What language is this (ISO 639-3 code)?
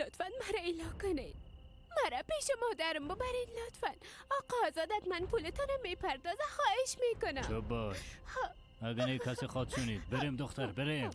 fas